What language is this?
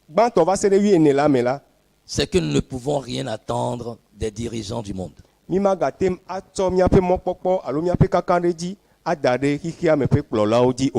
Ewe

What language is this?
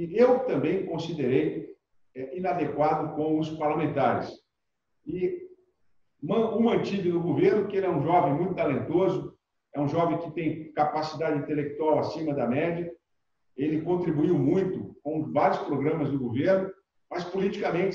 Portuguese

